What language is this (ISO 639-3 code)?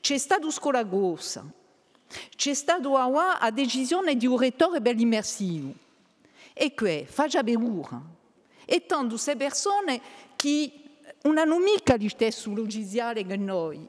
cos